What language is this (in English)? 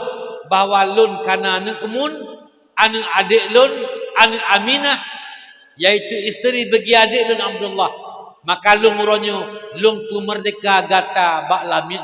Achinese